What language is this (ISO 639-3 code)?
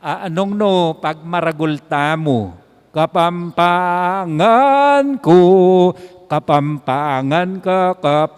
pam